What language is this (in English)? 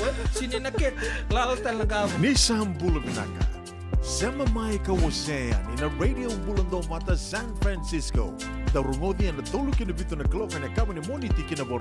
Fijian